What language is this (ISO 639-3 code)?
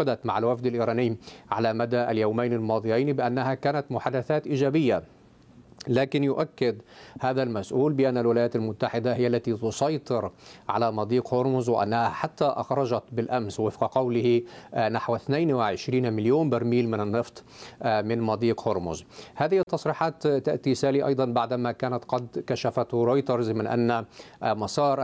ara